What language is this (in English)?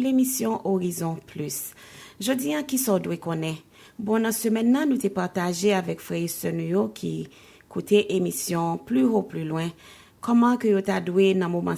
Haitian Creole